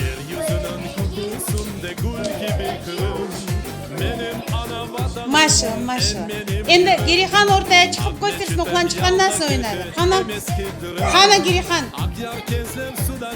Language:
Crimean Tatar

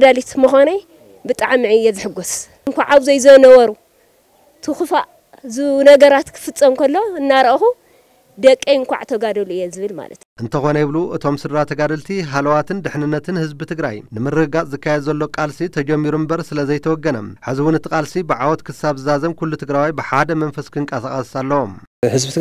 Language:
Tigrinya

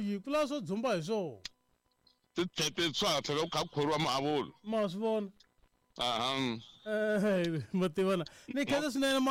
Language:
Tsonga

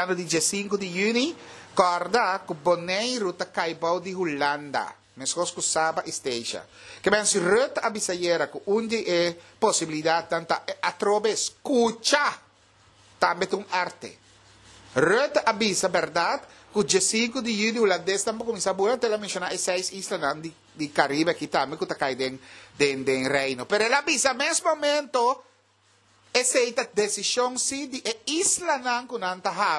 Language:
Papiamento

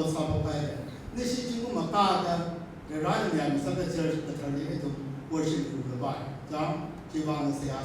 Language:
Tangkhul Naga (India)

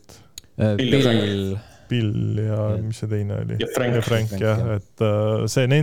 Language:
Estonian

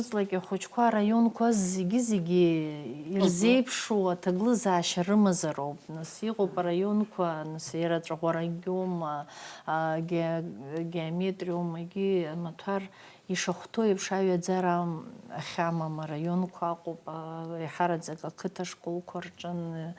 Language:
Abkhazian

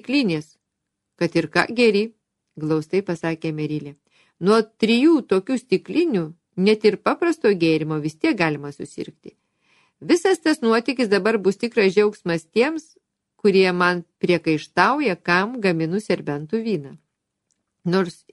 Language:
Lithuanian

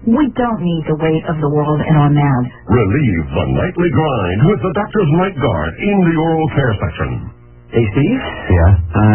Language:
English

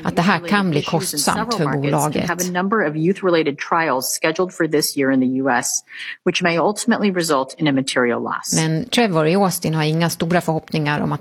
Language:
Swedish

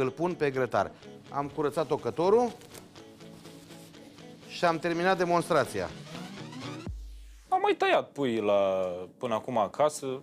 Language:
Romanian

